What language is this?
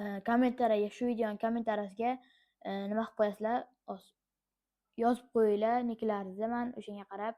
Uzbek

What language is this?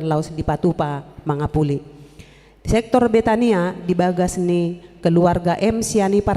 Batak Toba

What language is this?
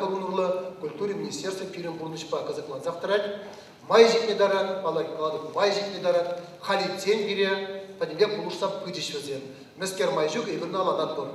Chuvash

